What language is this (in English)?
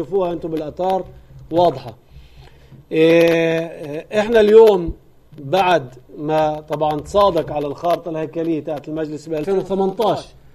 North Levantine Arabic